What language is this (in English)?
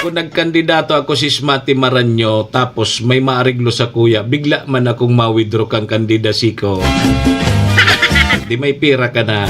Bikol